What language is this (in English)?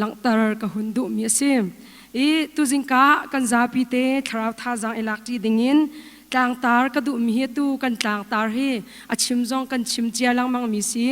Hakha Chin